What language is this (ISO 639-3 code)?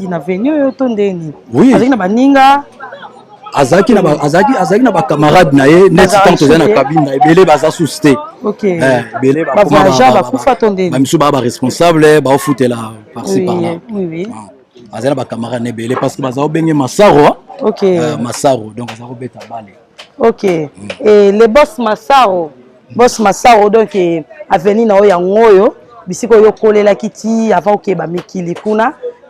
lin